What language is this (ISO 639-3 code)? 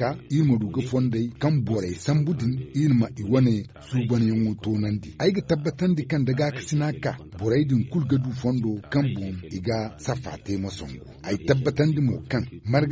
dje